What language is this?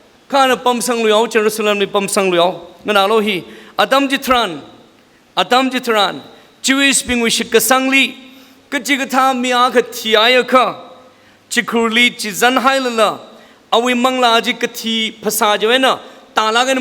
Tangkhul Naga (India)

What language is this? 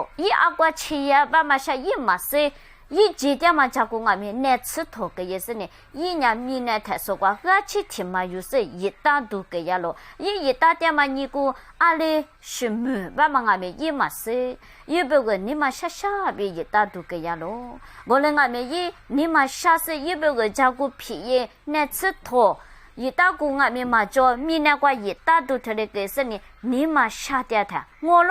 Lisu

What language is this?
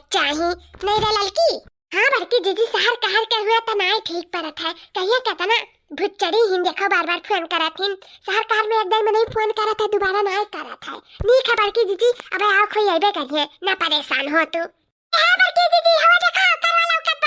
Awadhi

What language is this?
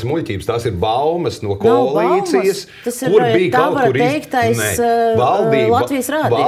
Latvian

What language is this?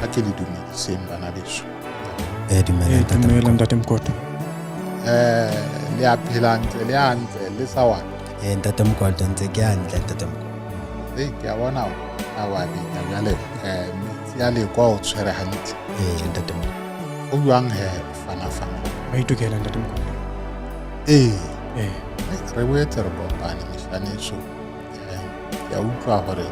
Southern Sotho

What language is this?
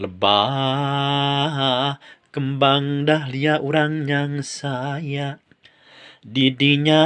Sundanese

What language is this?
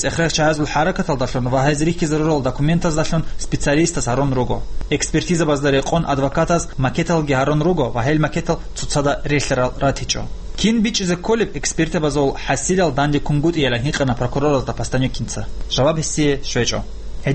Avaric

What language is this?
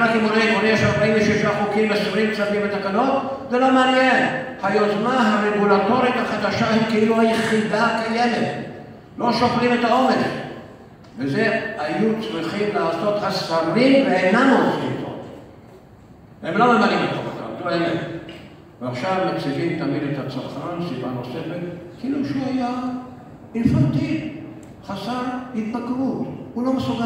Hebrew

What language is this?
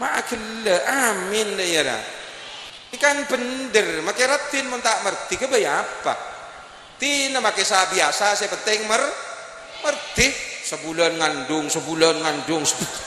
Madurese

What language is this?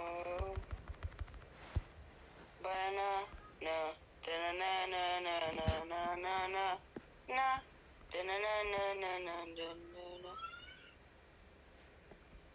Romanian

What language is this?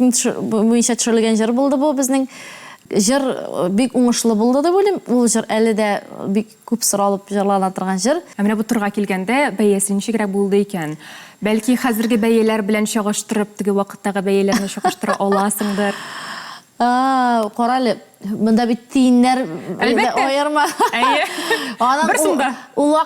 Tatar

